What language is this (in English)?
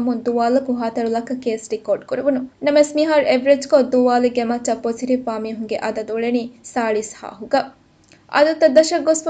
Divehi